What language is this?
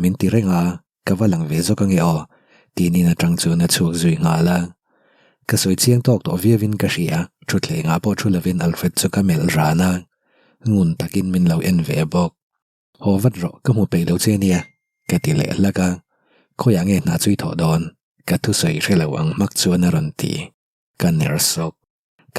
Mizo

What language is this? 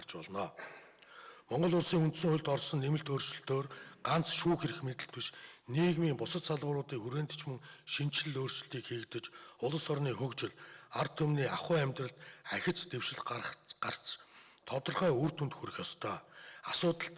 Mongolian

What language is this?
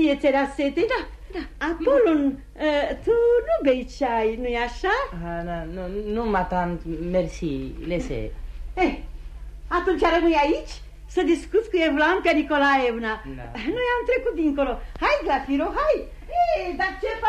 Romanian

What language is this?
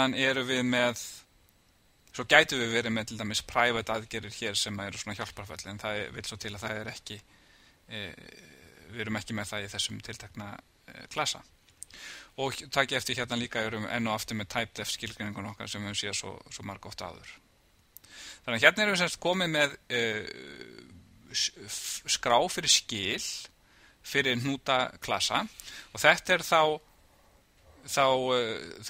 Icelandic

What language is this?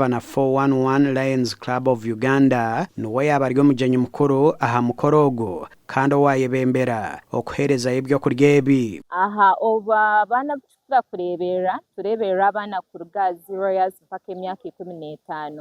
Nyankole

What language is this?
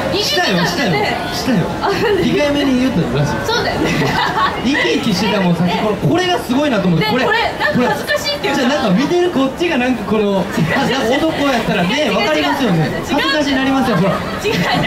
Japanese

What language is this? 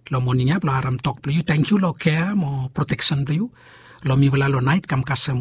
Bislama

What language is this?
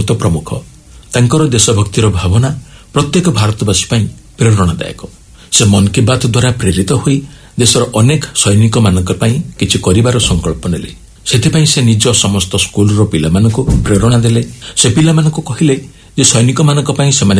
Odia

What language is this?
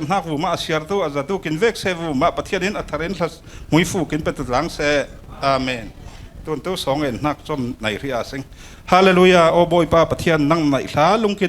Falam Chin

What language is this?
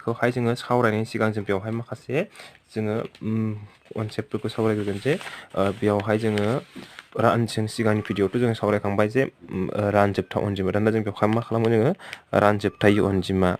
Bodo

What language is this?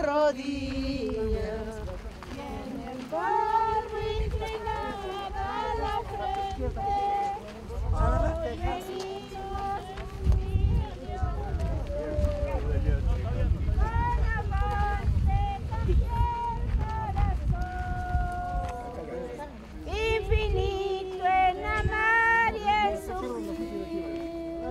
Spanish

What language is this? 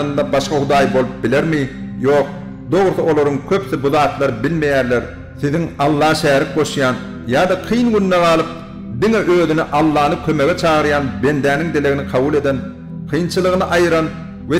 Turkmen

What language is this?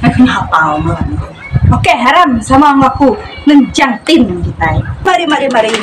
Iban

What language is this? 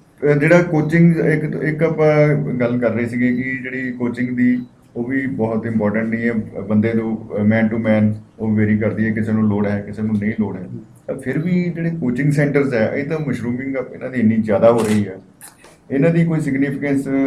Punjabi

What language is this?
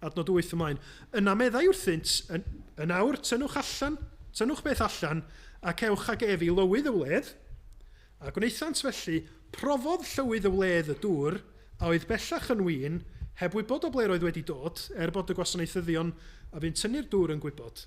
Welsh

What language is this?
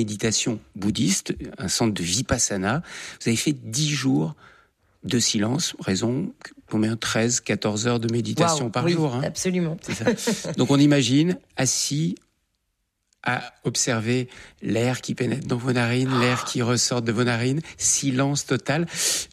French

